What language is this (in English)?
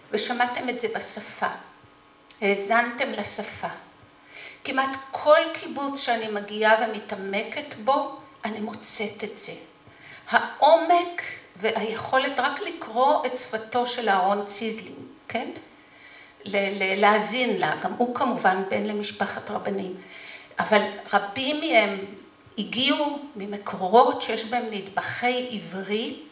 Hebrew